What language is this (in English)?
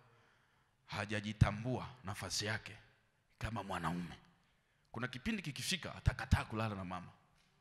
Swahili